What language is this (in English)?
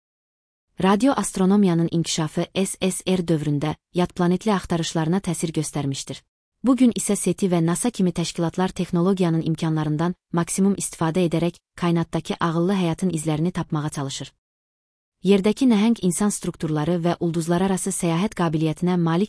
Azerbaijani